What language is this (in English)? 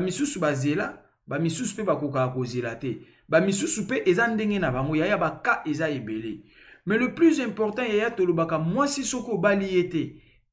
Lingala